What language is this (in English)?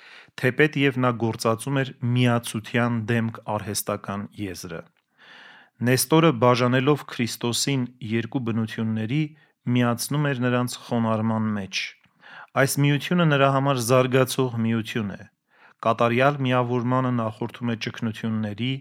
Armenian